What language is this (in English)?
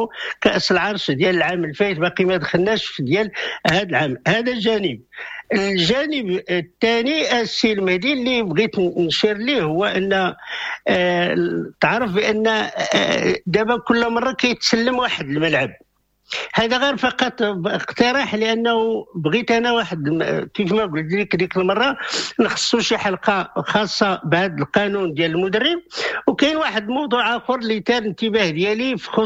Moroccan Arabic